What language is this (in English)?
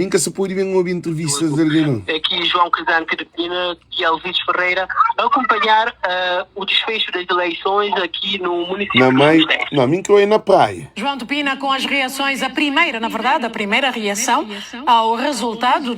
Kabuverdianu